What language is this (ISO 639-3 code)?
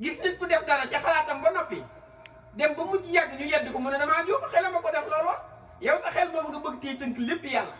wol